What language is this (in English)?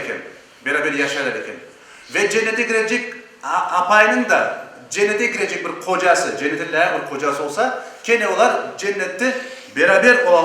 Crimean Tatar